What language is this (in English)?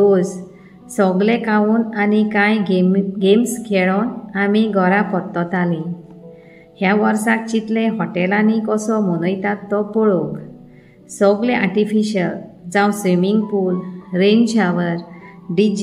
Konkani